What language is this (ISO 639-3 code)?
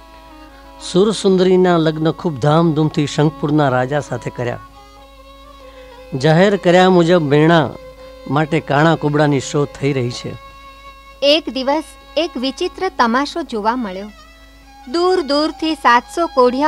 guj